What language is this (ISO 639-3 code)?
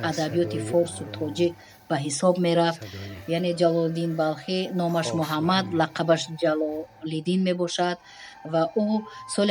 tgk